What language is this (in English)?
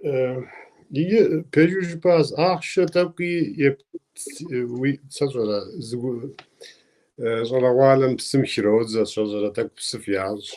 Kabardian